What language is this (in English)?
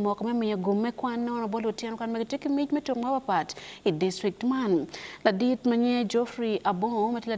Acoli